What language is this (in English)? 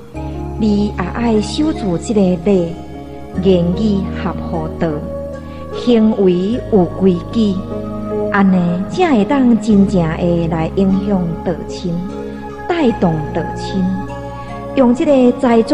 Min Nan Chinese